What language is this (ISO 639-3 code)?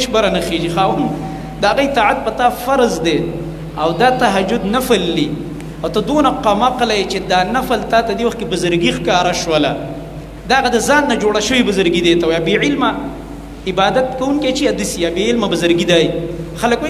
pus